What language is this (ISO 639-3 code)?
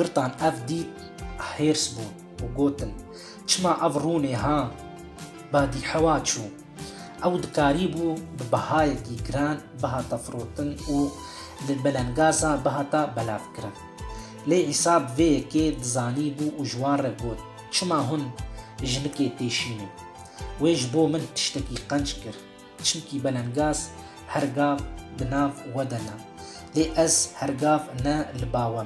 kur